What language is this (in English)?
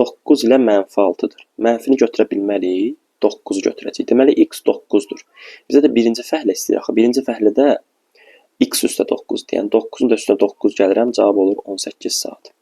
Azerbaijani